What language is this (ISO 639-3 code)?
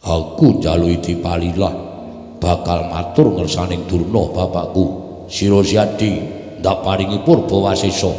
jav